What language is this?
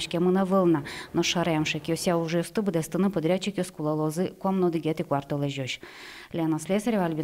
Udmurt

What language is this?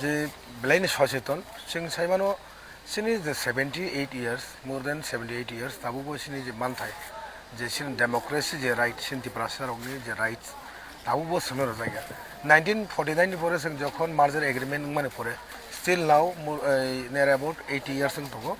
Kok Borok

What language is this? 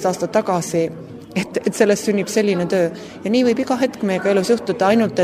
Estonian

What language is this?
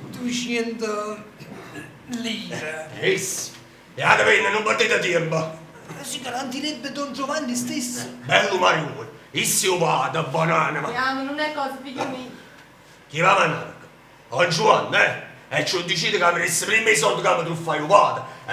Neapolitan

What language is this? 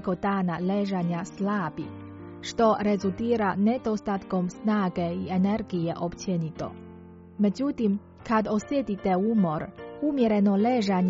Croatian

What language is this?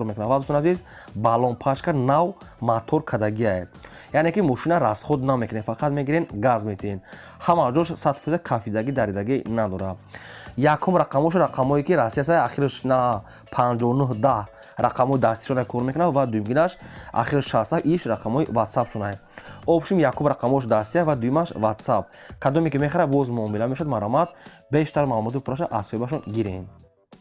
Tajik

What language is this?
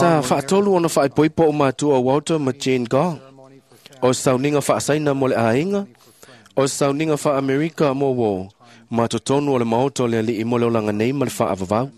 Samoan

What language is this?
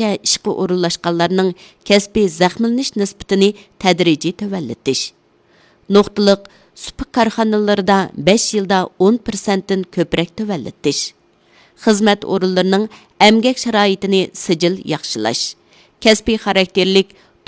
Uyghur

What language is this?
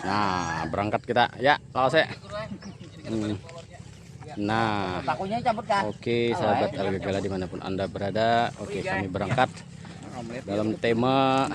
Banjar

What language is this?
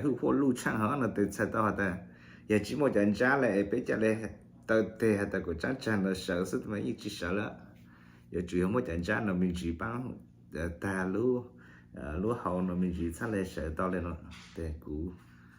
Hmong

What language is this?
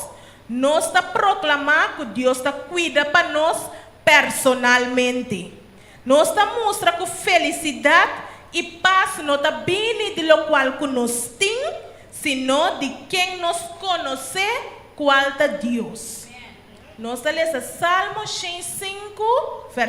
Papiamento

